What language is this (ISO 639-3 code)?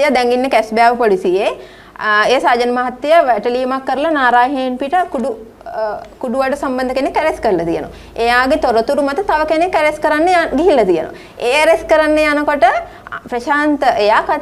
sin